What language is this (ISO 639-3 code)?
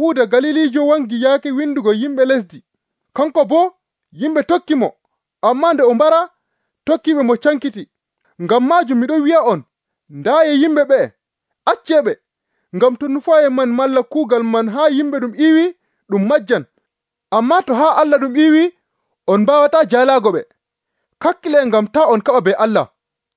fuv